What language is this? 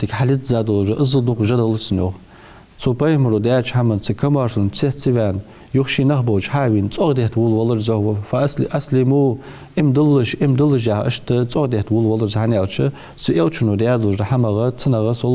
Ingush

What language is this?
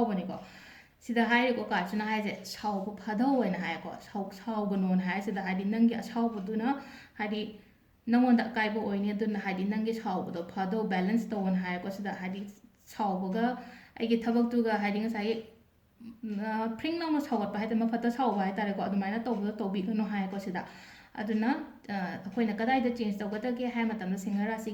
Manipuri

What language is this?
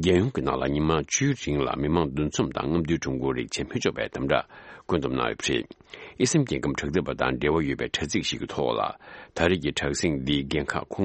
Tibetan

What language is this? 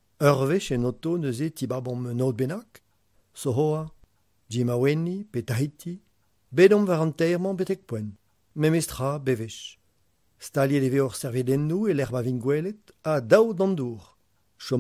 Breton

